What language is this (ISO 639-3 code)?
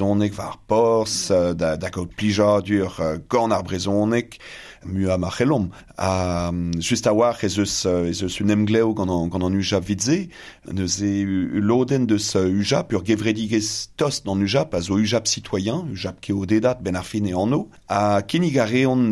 bre